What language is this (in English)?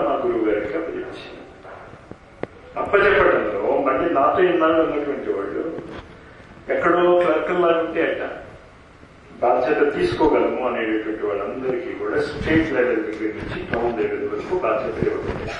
Telugu